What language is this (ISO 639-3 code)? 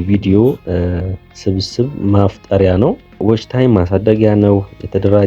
amh